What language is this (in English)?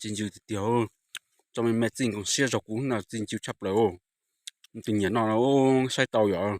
Hmong